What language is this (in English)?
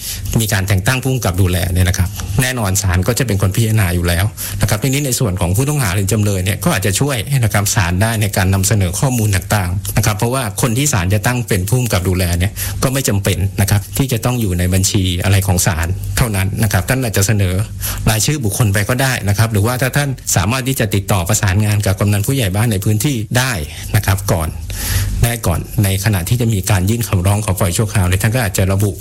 Thai